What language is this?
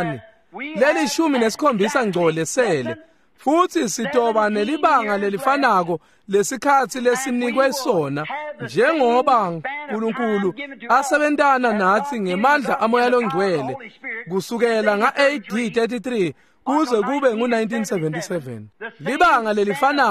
Swati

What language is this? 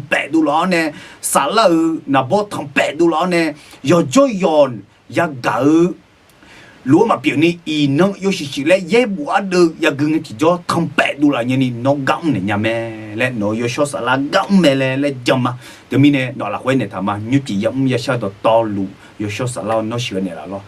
Akha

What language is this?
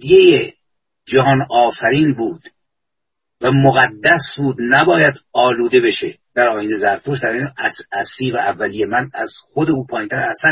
Persian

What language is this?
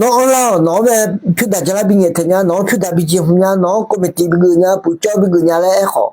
Akha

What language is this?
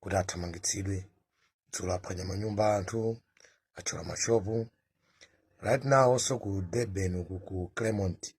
Nyanja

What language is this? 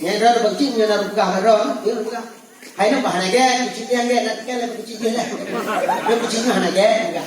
Achinese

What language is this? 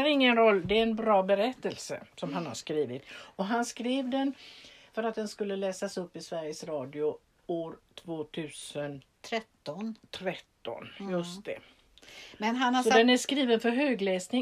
Swedish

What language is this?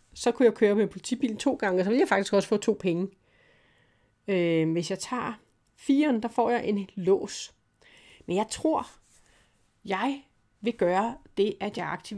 Danish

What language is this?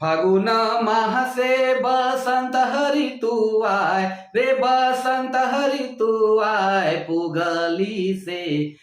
Sadri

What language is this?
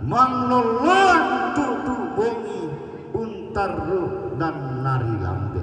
Toraja-Sa'dan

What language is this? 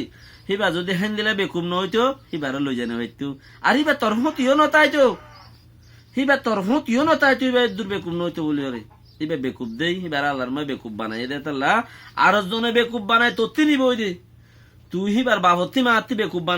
Rohingya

